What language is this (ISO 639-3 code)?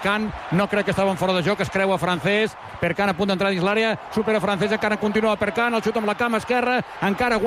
cat